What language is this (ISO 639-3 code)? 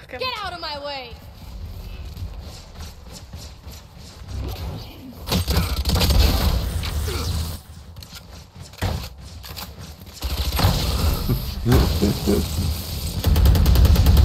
fin